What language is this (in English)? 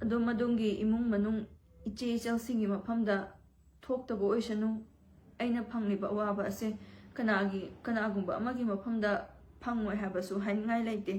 Manipuri